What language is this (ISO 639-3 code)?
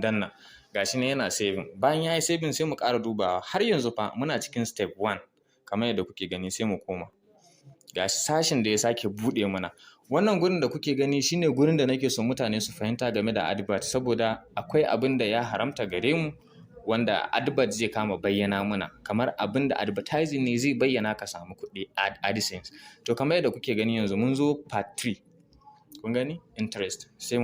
hau